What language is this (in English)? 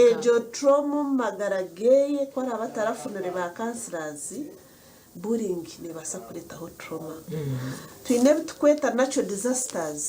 Nyankole